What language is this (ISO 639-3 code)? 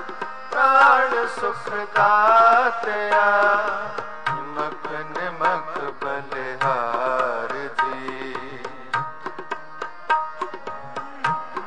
pan